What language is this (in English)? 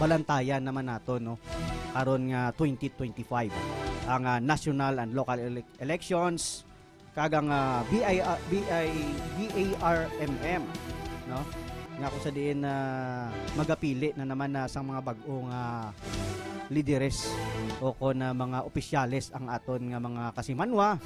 Hiligaynon